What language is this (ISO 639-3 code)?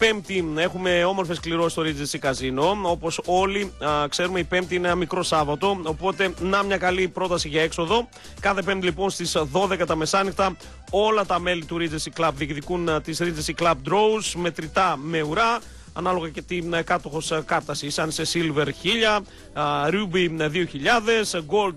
ell